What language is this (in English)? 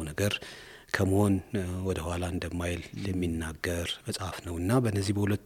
Amharic